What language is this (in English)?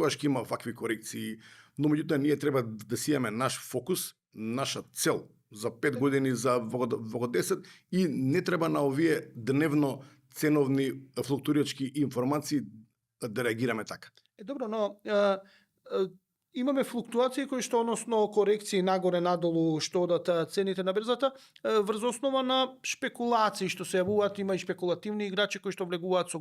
Macedonian